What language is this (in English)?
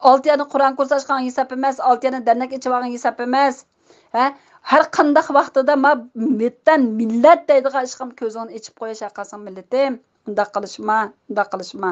Uyghur